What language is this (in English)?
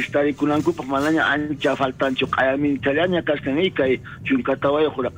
South Bolivian Quechua